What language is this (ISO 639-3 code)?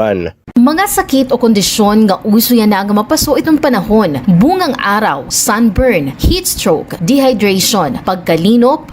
war